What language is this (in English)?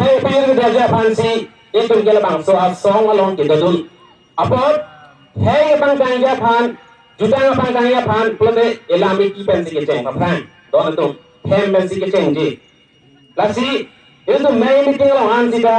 Karbi